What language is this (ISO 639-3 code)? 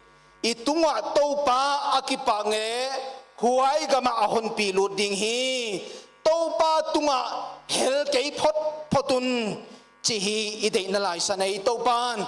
pck